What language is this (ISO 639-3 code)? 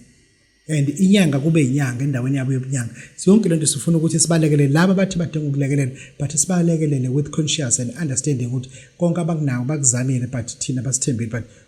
zul